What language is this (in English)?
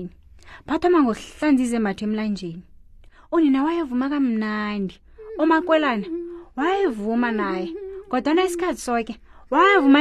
South Ndebele